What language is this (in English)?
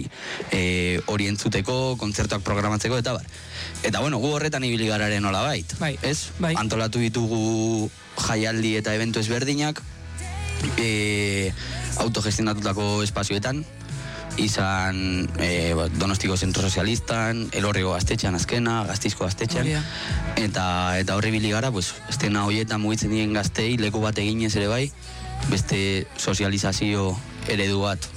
Basque